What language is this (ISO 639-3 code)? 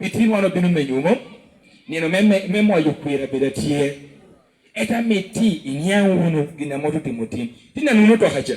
laj